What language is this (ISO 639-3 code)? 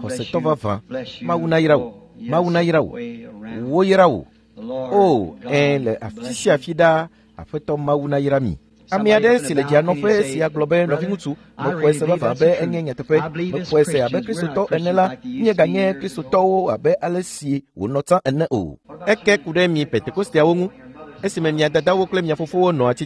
ewe